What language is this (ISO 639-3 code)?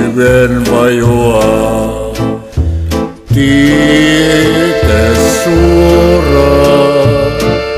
fin